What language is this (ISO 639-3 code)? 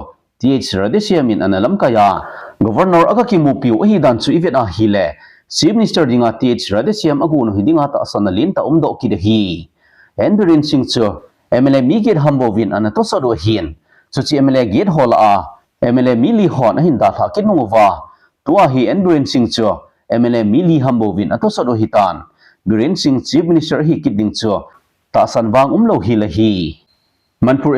tcz